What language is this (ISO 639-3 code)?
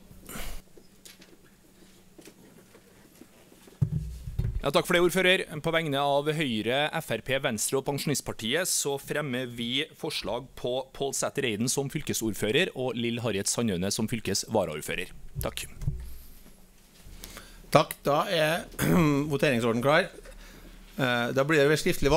nor